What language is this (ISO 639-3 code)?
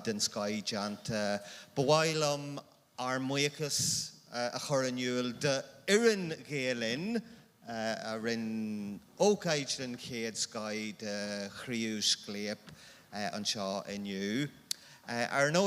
gle